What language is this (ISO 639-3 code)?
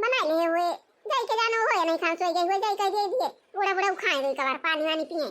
awa